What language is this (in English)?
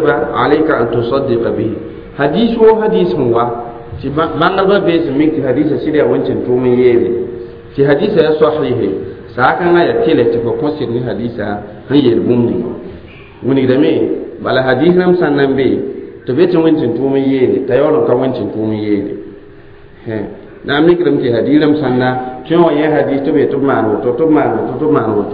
Mossi